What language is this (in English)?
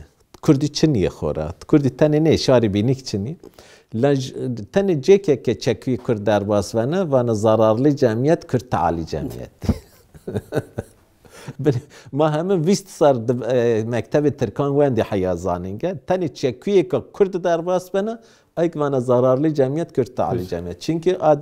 Zaza